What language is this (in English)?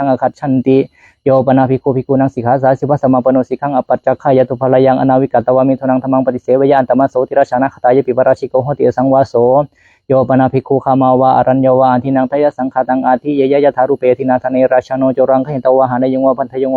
Pali